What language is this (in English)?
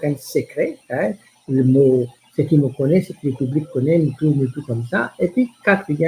Morisyen